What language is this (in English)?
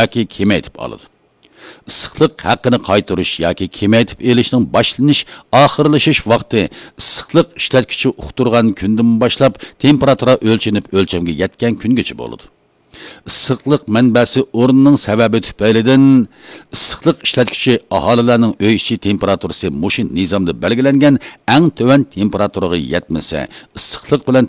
Uyghur